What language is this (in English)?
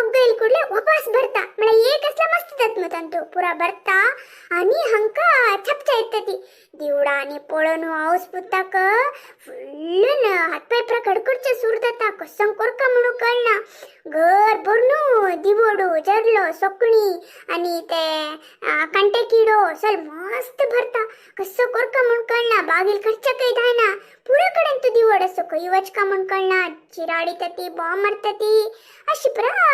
Konkani